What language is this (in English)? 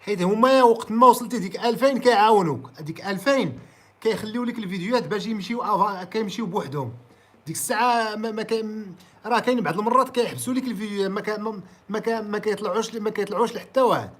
Moroccan Arabic